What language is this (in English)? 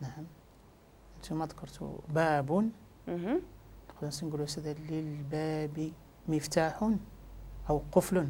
Moroccan Arabic